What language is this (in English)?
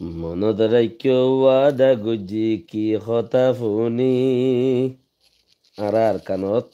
Rohingya